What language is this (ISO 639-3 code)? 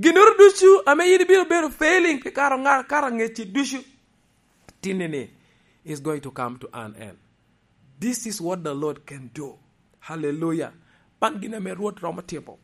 laj